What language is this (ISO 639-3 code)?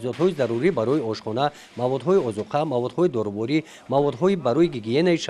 tgk